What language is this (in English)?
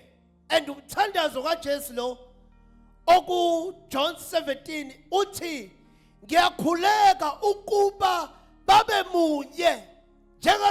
Zulu